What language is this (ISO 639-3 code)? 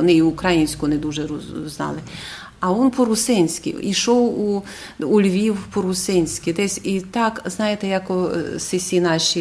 rue